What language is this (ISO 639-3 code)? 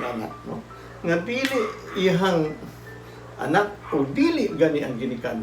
ceb